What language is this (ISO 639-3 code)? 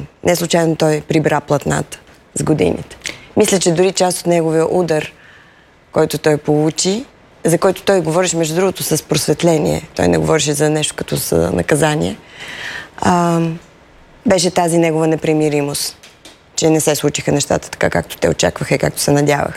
bul